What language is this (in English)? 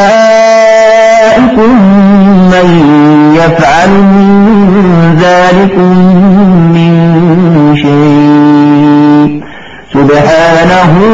Arabic